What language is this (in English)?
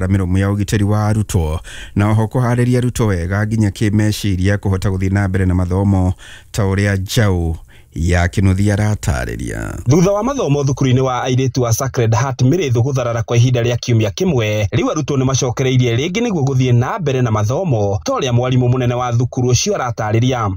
Kikuyu